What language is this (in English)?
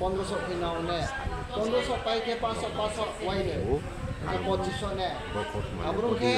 Riang (India)